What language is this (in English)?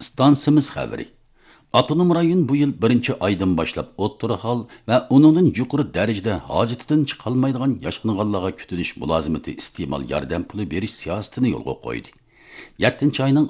Uyghur